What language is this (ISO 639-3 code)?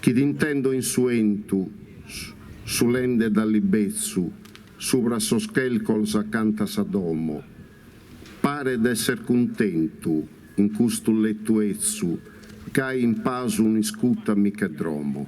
srd